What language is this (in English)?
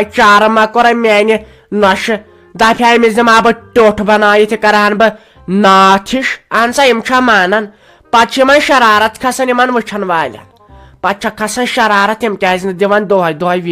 Kashmiri